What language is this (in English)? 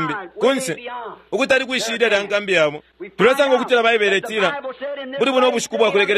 Bemba